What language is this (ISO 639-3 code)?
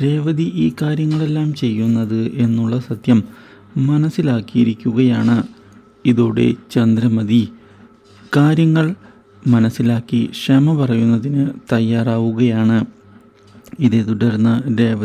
mal